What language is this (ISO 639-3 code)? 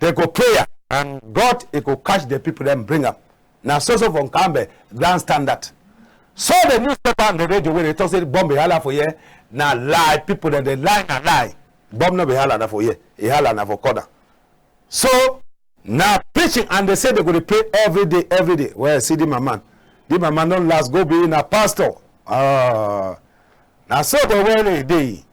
wes